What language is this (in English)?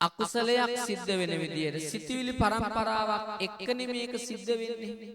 Sinhala